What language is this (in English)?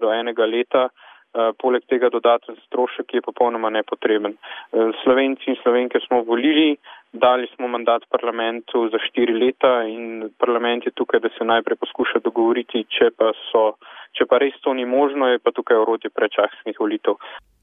Slovenian